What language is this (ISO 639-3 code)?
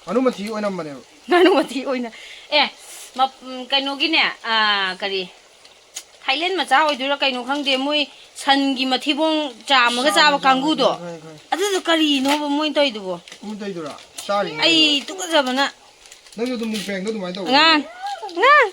mni